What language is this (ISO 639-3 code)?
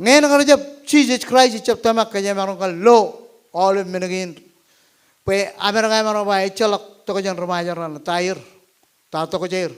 mah